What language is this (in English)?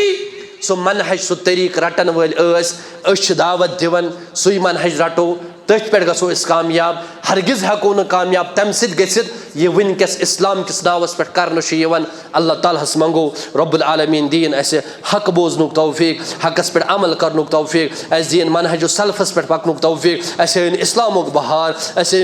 Kashmiri